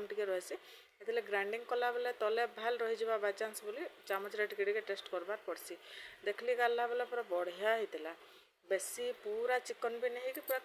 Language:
Sambalpuri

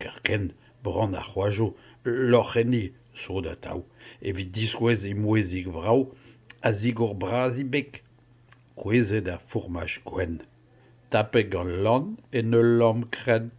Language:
Breton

